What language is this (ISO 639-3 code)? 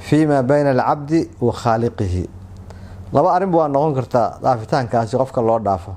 som